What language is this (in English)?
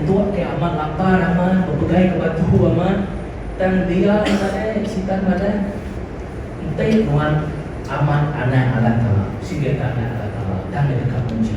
Iban